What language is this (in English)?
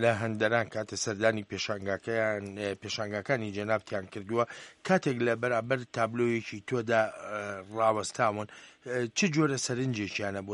Central Kurdish